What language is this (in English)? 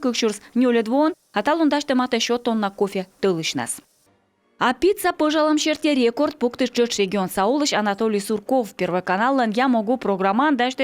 Komi